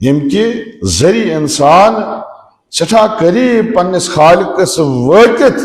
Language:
Kashmiri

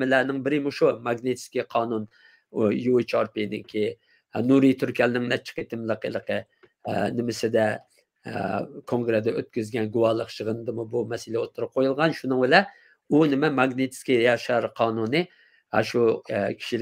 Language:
Uyghur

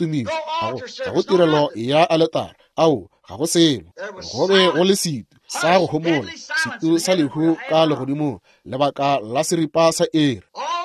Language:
Northern Sotho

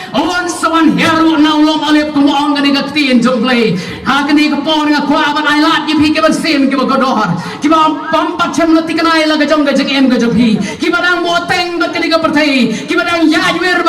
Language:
Khasi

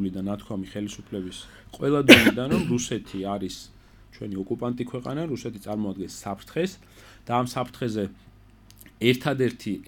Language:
Georgian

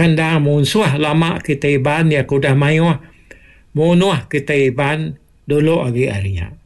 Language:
Iban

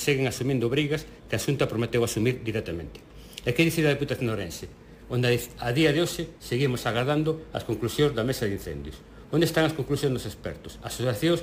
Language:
Galician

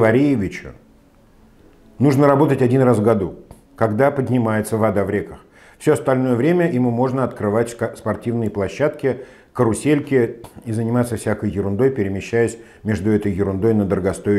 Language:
Russian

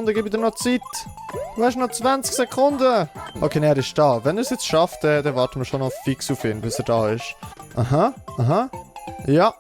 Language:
Swiss German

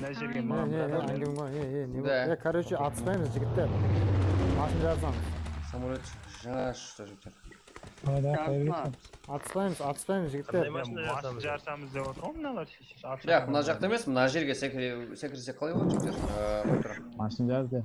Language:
Kara-Kalpak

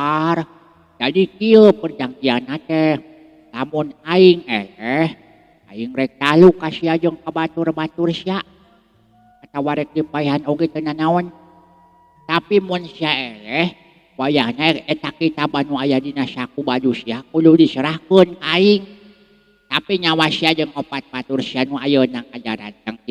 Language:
Sundanese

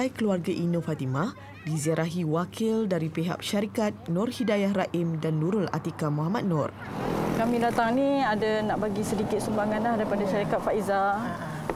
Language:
Malay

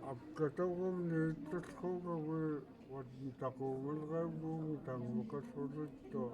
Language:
Central Yupik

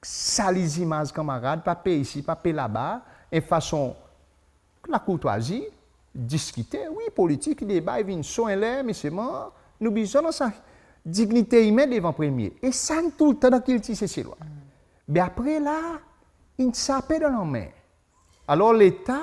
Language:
Seselwa Creole French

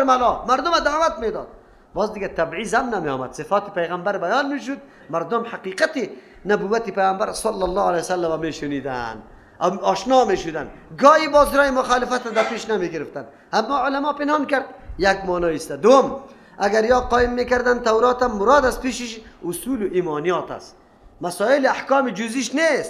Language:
Persian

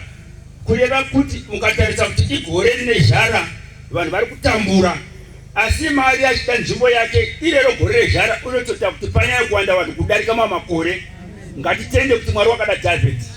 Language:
Shona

